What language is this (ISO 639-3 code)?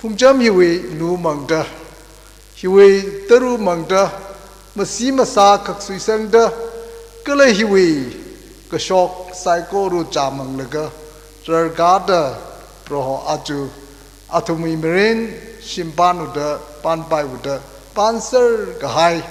nmf